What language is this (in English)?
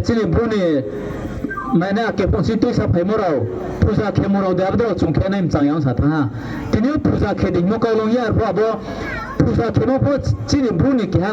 Riang (India)